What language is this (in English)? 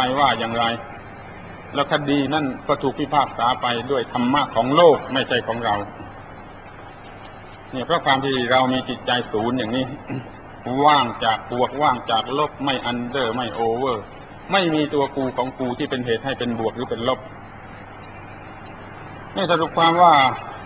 Thai